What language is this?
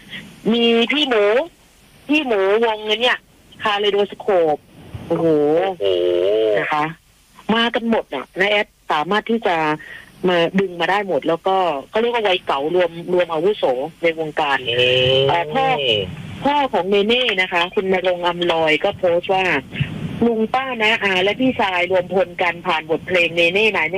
Thai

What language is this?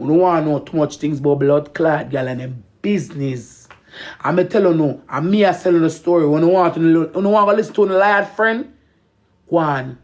Jamaican Creole English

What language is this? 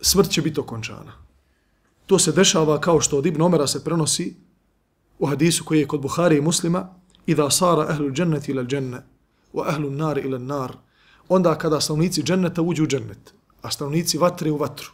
Bosnian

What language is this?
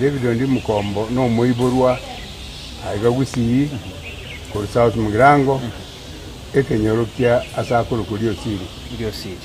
Gusii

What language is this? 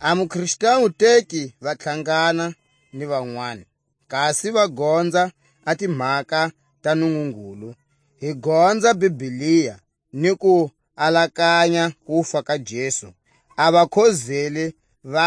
Tswa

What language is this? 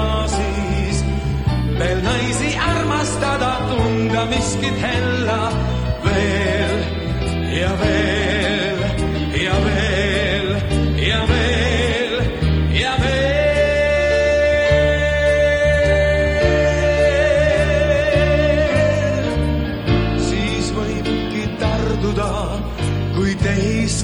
Estonian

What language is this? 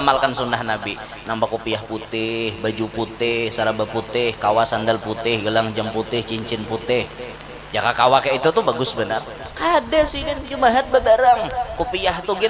Banjar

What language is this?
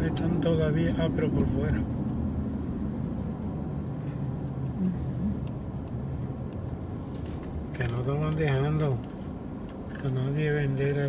Spanish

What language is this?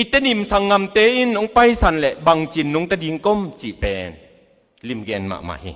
Tedim Chin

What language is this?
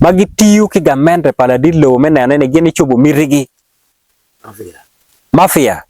Acoli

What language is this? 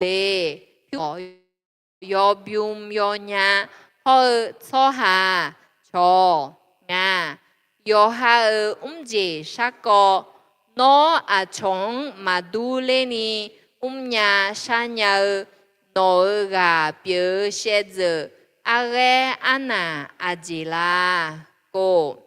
Akha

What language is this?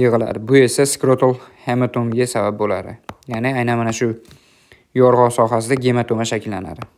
Uzbek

